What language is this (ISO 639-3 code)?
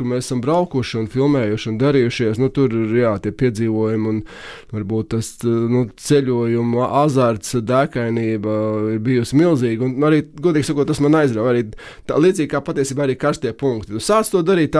lav